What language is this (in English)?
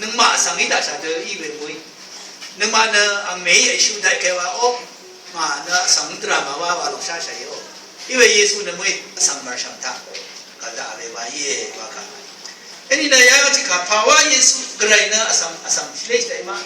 Rawang